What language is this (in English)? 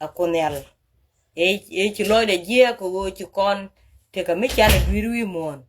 Nuer